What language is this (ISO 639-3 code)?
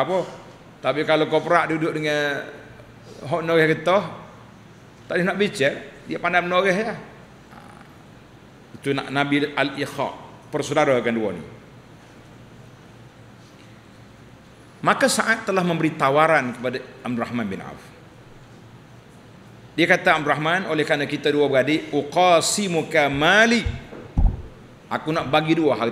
msa